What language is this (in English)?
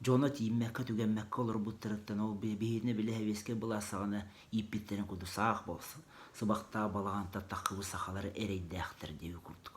Yakut